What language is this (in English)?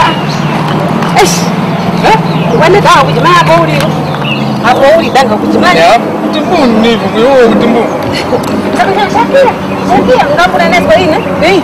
Tumbuka